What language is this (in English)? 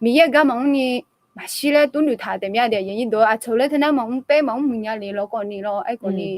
Akha